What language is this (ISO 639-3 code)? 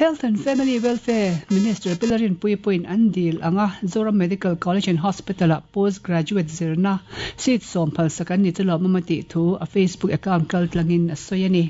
lus